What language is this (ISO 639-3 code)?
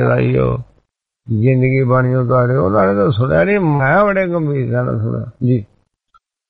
pan